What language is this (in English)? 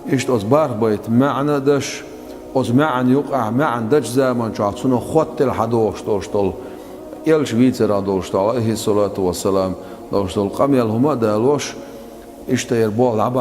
Chechen